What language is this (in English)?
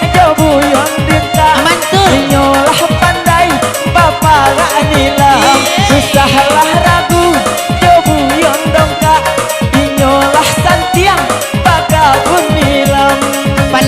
Minangkabau